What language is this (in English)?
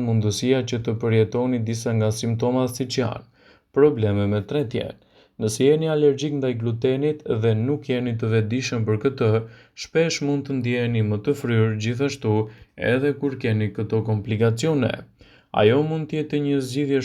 Albanian